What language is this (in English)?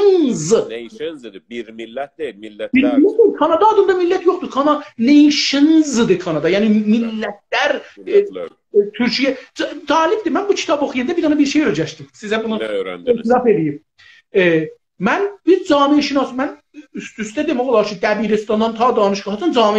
South Azerbaijani